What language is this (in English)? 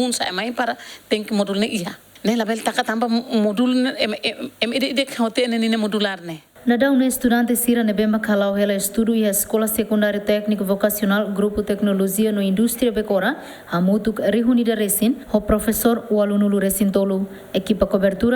Tetum